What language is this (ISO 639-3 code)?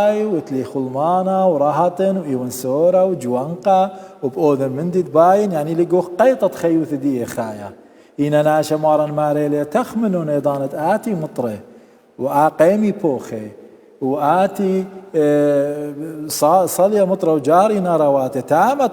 aii